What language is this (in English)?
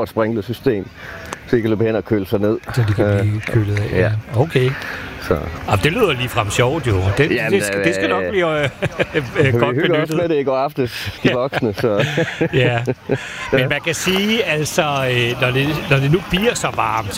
Danish